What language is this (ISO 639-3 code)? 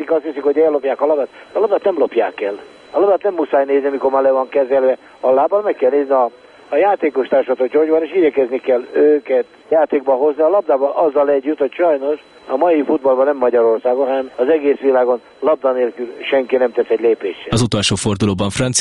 hun